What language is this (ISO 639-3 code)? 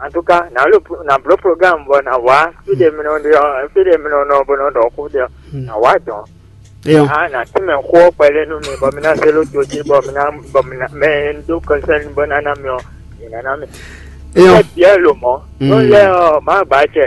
fon